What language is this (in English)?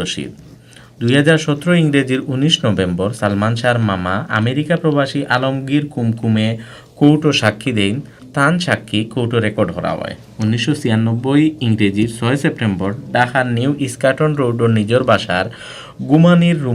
Sylheti